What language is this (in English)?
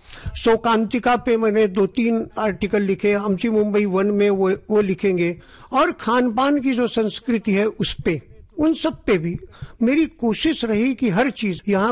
Hindi